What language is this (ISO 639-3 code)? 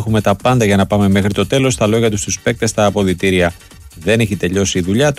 ell